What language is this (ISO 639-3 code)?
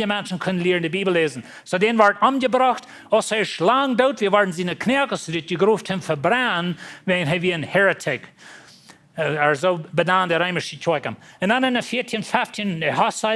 pdt